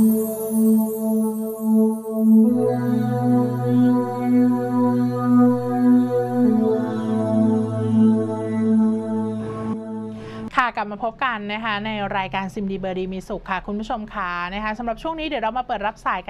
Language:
Thai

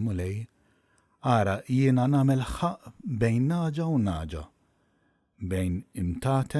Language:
Maltese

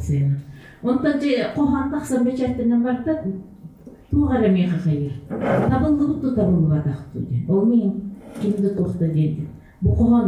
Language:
Yakut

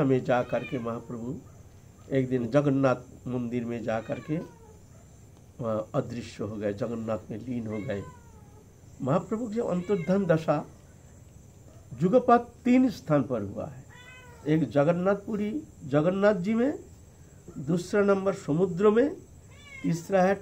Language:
Hindi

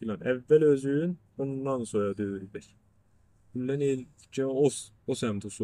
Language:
South Azerbaijani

